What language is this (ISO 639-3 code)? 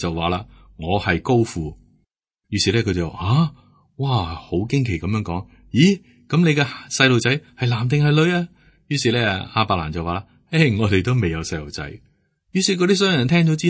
yue